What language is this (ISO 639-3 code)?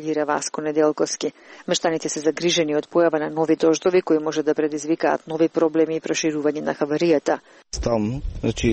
mkd